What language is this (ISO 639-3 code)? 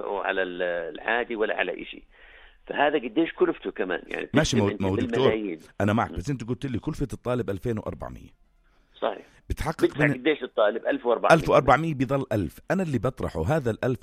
apc